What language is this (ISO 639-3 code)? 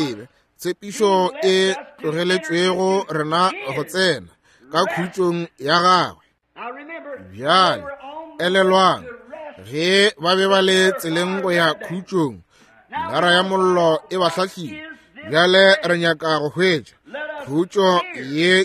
nso